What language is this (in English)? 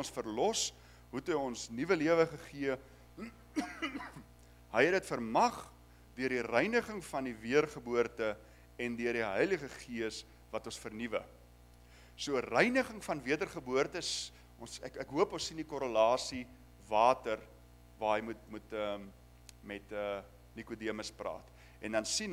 Afrikaans